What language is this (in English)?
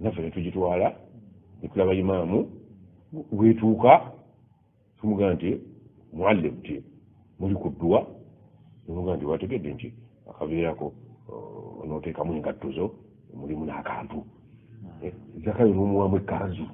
Ganda